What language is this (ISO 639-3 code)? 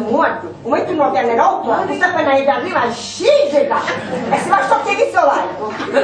scn